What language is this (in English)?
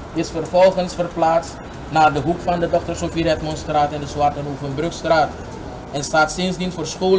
Dutch